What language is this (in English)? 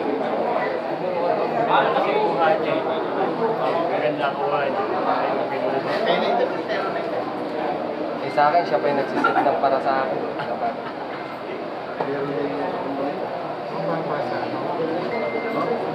Filipino